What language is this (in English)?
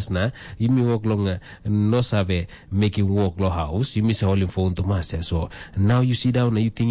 Tok Pisin